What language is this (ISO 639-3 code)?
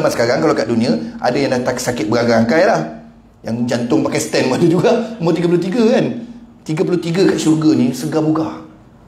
msa